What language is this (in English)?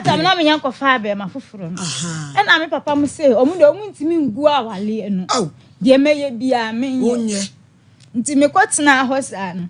Akan